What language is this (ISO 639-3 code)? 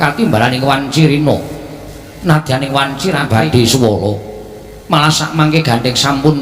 jav